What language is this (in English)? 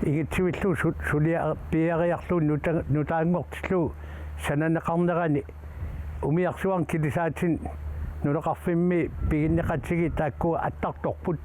Kalaallisut